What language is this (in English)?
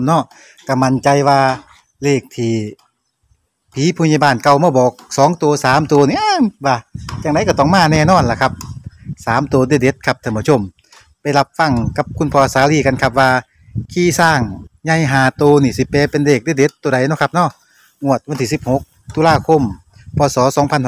Northeastern Thai